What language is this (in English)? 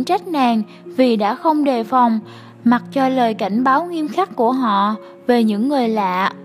Vietnamese